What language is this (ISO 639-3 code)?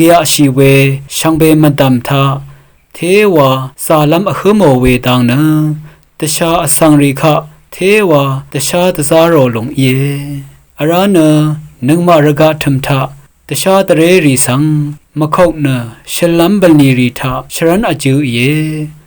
raw